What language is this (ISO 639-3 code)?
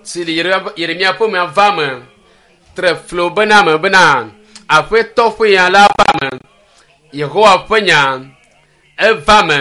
ewe